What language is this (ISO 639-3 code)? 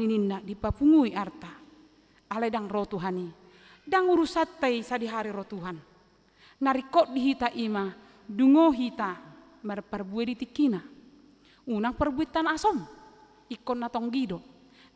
bbc